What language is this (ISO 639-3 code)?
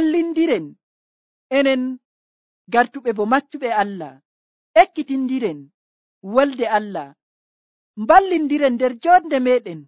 fuv